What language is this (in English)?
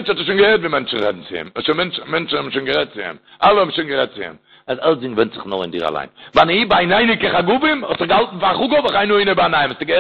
Yiddish